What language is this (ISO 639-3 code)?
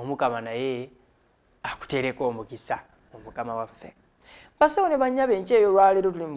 lug